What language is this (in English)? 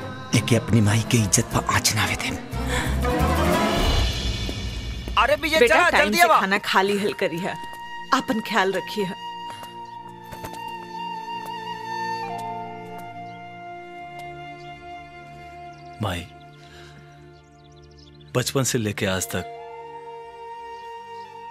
Bhojpuri